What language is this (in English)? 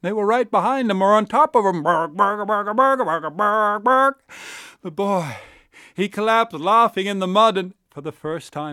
English